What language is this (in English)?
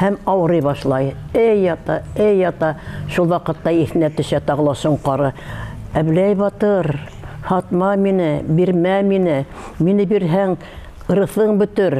Bashkir